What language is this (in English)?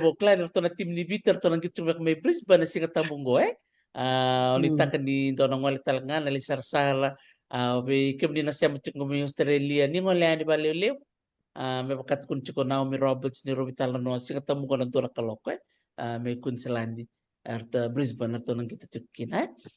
Fijian